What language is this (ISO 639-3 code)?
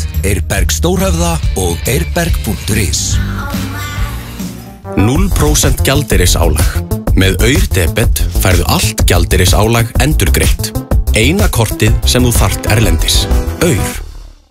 isl